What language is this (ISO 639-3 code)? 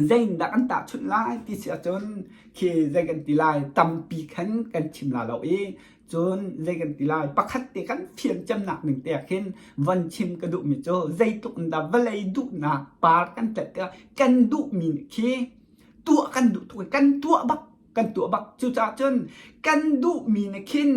cnh